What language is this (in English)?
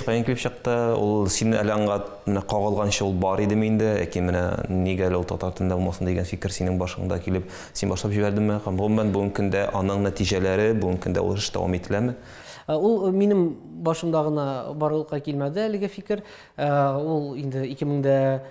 Tatar